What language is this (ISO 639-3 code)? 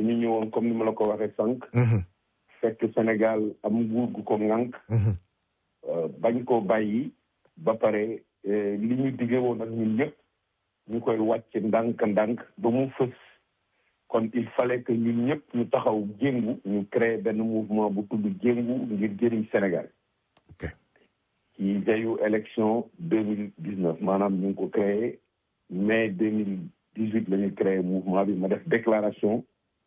wol